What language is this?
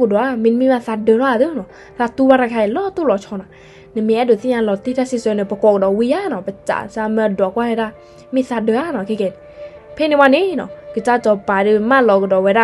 S'gaw Karen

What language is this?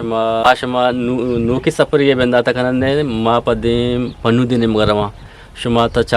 Eastern Balochi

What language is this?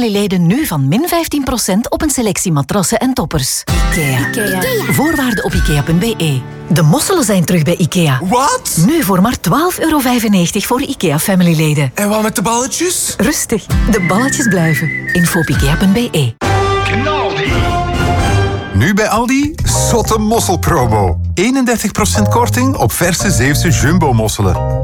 Dutch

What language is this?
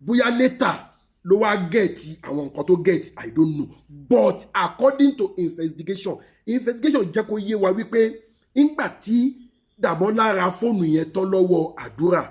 Yoruba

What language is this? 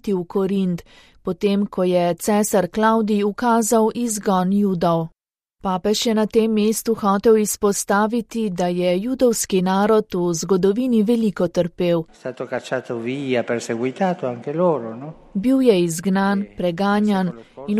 Slovenian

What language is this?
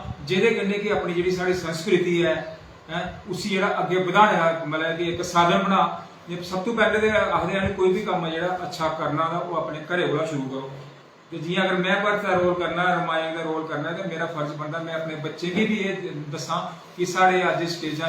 Dogri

